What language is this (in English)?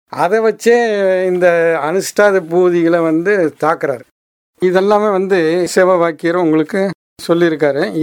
Tamil